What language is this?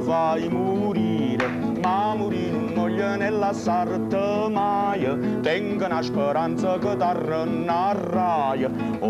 Neapolitan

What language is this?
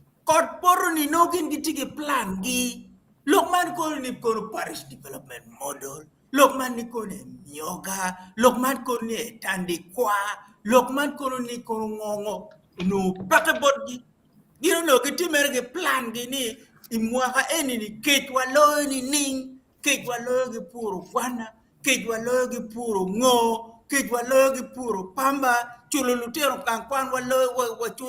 Acoli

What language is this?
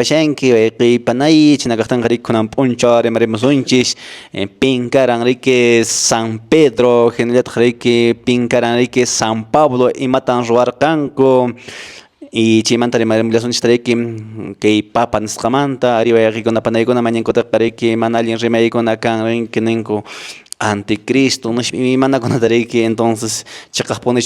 Quechua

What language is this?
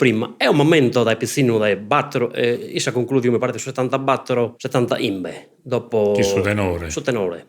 Sardinian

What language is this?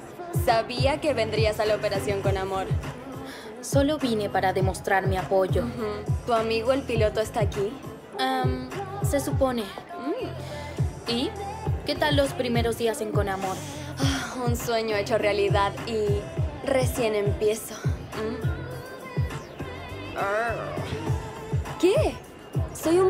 Spanish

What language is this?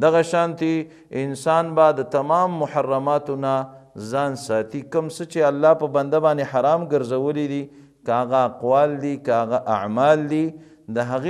Pashto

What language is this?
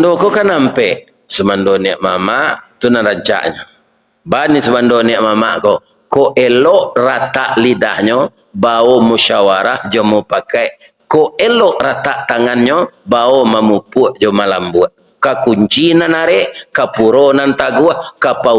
Minangkabau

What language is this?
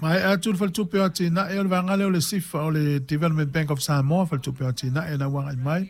Samoan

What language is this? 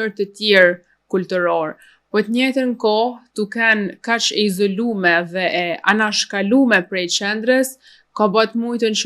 Albanian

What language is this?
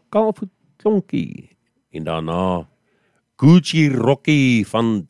Afrikaans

